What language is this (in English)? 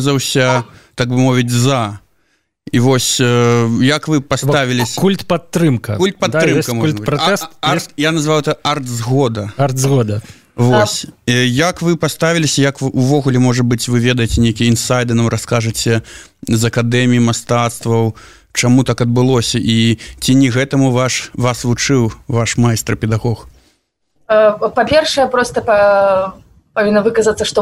Belarusian